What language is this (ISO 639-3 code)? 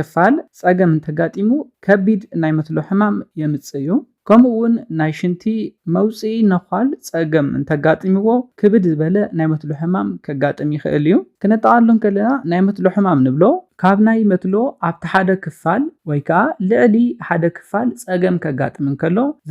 tir